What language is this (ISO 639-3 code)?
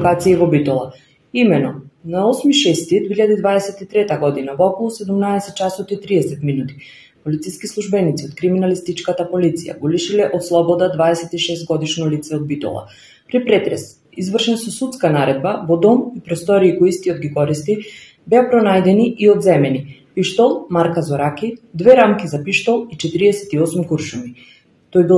mkd